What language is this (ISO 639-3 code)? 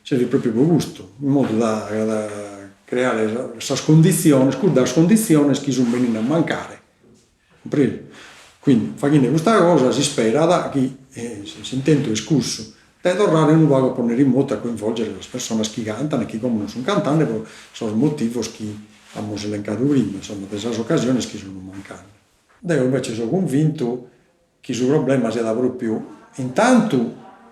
srd